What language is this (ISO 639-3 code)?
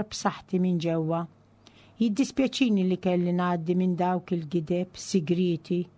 mlt